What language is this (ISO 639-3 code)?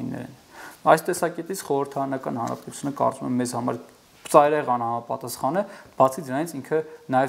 hye